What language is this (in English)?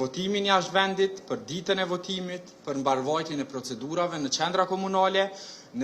Albanian